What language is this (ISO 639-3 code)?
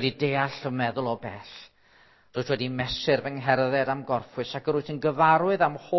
cym